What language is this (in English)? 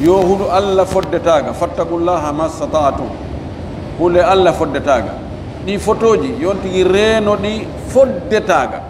Fula